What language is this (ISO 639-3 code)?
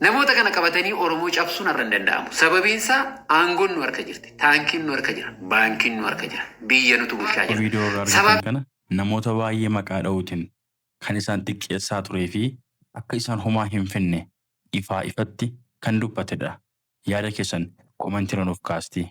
orm